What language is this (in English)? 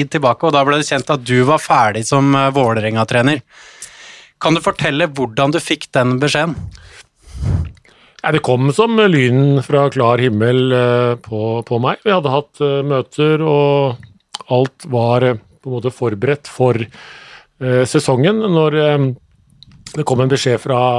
Norwegian